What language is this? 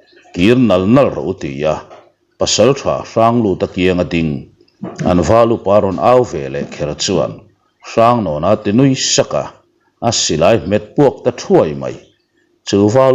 Mizo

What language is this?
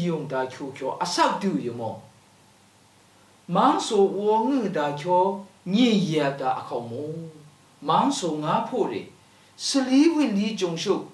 Lashi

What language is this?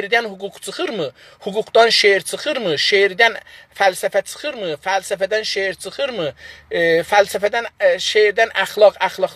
South Azerbaijani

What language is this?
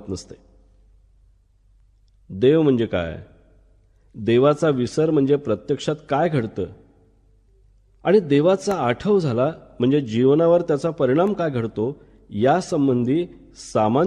Marathi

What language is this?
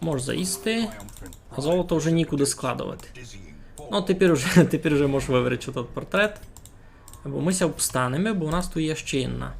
Rusyn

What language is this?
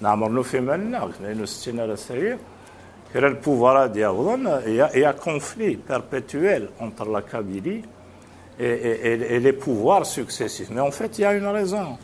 Kabyle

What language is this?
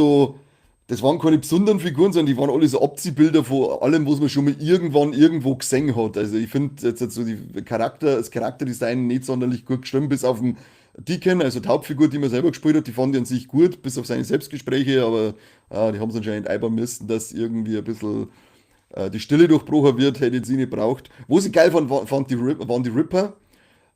Bavarian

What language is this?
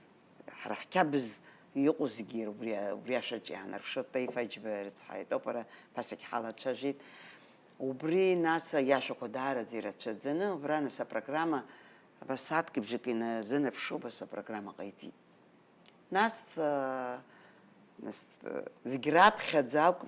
Abkhazian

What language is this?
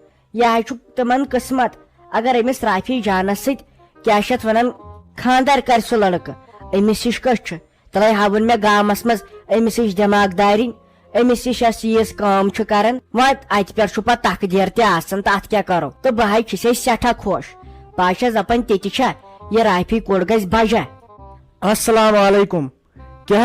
Kashmiri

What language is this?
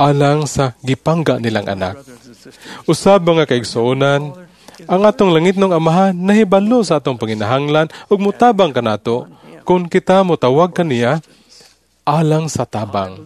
Cebuano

